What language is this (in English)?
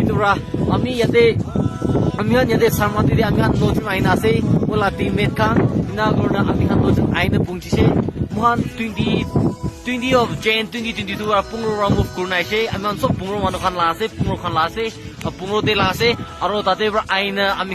Naga Pidgin